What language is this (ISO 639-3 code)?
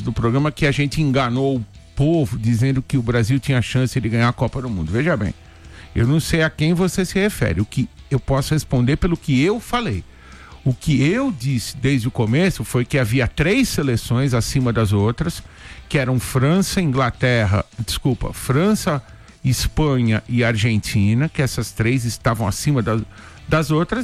por